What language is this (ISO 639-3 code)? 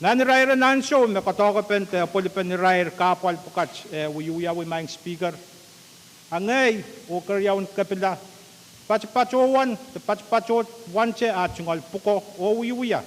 pon